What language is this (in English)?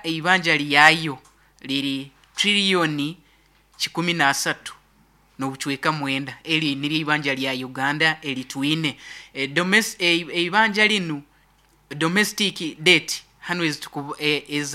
Nyoro